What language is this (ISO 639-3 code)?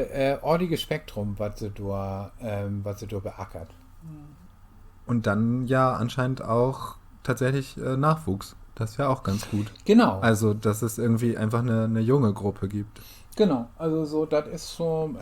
nds